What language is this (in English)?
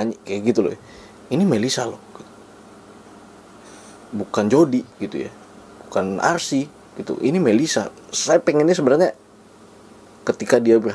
Indonesian